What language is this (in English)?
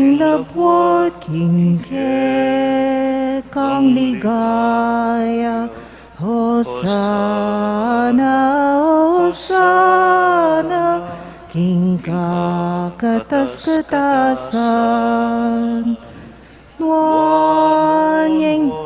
Pampanga